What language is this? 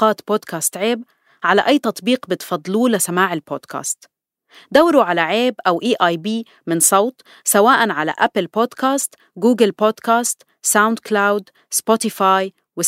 North Levantine Arabic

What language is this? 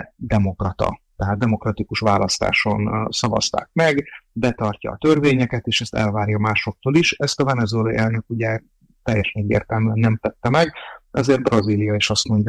Hungarian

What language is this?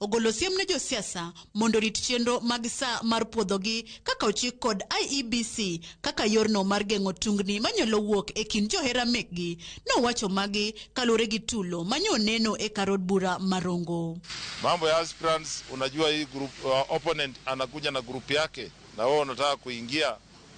Luo (Kenya and Tanzania)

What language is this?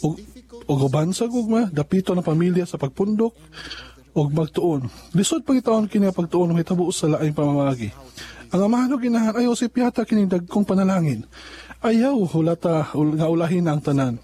Cebuano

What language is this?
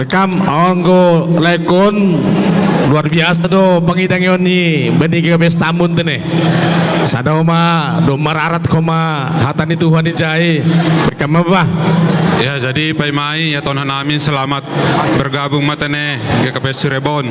Batak Simalungun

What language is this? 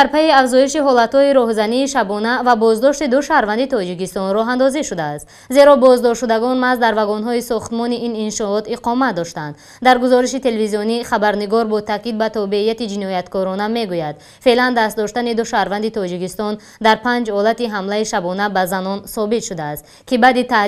Tajik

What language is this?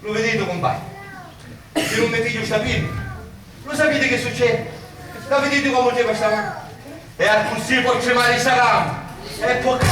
Sicilian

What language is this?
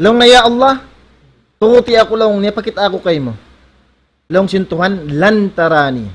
Tausug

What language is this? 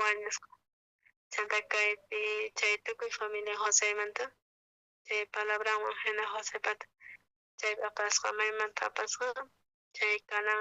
South Bolivian Quechua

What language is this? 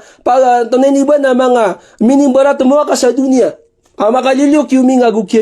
Maranao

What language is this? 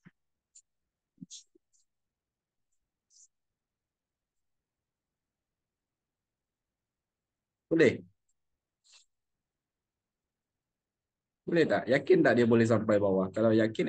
Malay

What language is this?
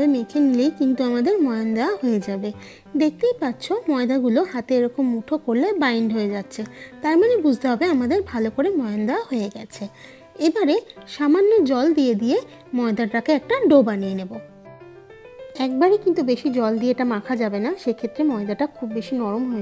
Bangla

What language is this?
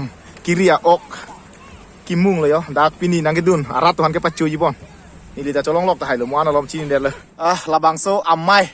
Karbi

